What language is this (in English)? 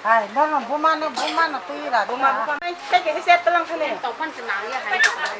Kok Borok